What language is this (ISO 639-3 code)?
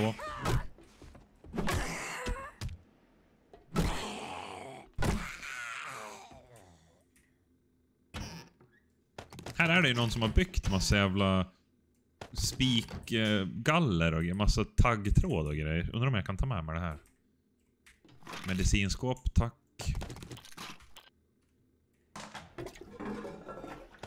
swe